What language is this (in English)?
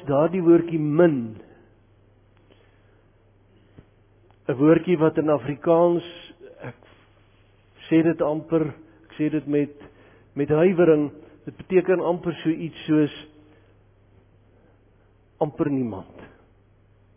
Afrikaans